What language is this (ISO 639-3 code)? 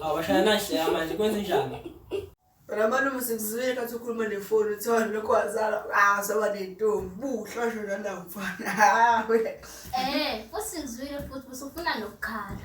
zul